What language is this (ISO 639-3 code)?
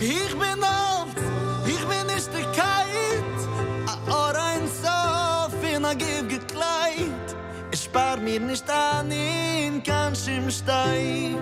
yid